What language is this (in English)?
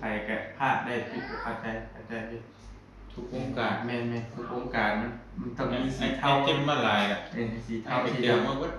Northeastern Thai